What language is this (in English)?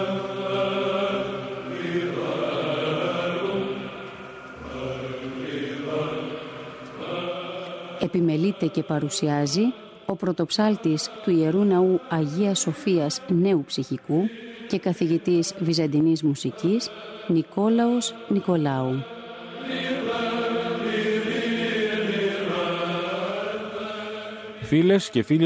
Greek